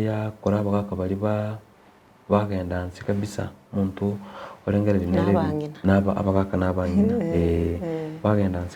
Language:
Gusii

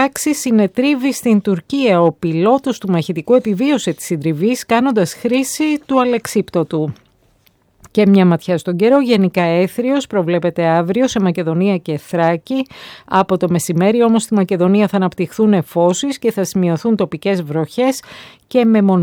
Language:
Greek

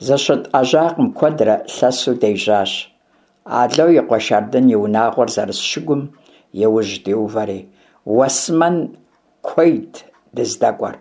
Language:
Kabardian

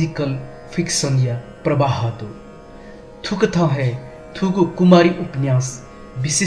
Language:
Newari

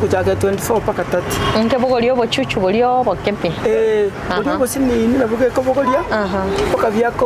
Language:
Gusii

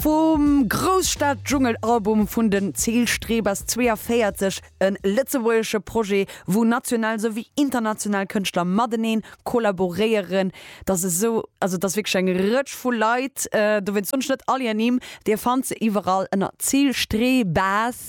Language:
Luxembourgish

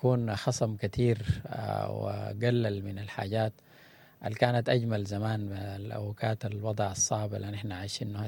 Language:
Sudanese Arabic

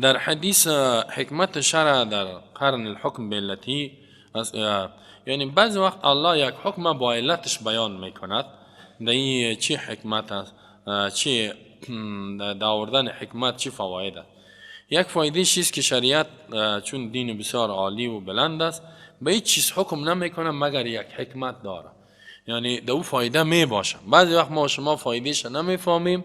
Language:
Persian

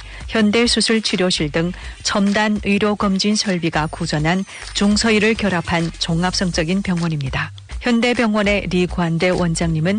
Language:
Korean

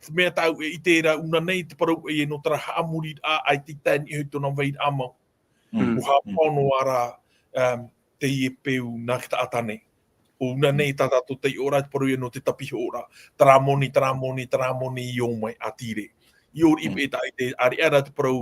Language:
Tahitian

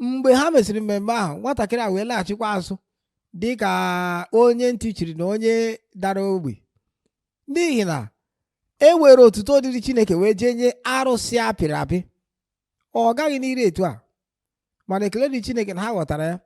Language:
Igbo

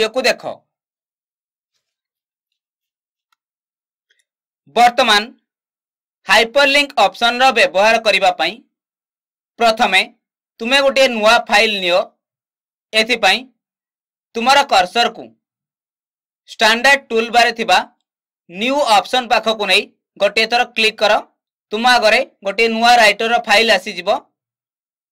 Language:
Odia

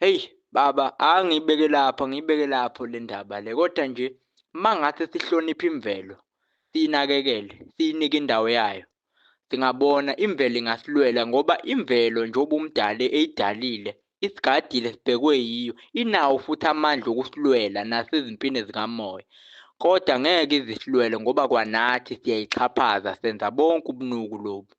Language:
Zulu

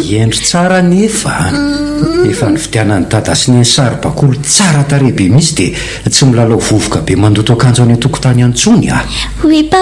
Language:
Malagasy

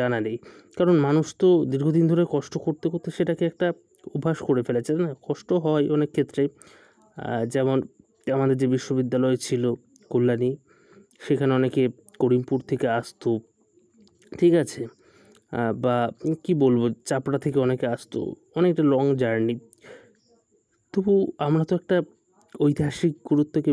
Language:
Bangla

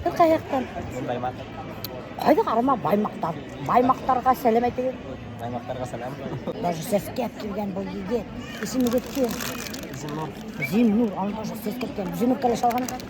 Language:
Bashkir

